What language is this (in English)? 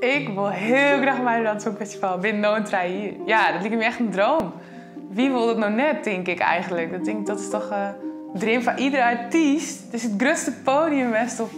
Western Frisian